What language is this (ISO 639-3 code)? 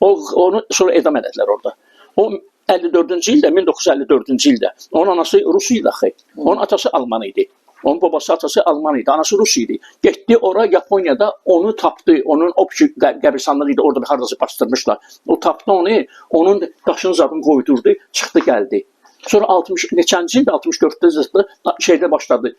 aze